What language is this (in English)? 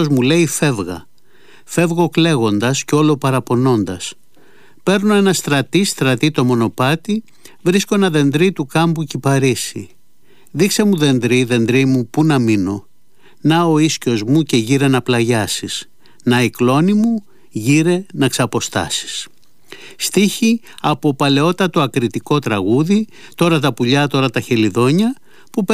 Greek